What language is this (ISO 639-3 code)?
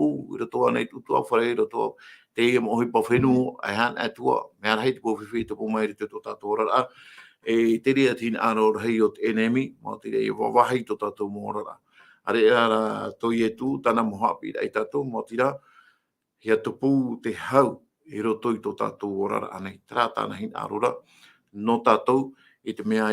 tah